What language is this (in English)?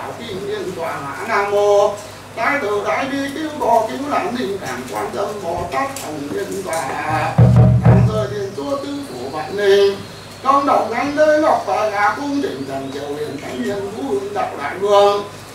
Vietnamese